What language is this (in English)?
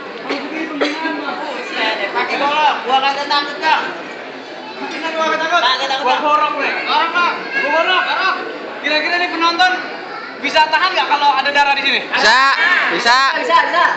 Betawi